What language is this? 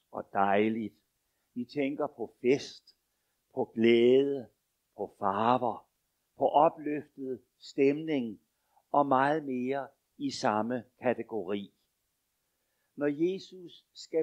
Danish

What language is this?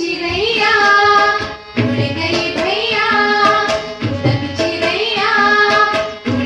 Hindi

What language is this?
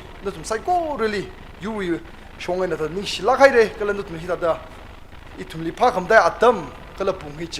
Tangkhul Naga (India)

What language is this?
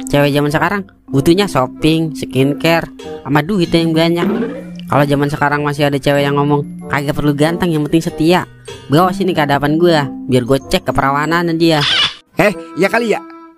Betawi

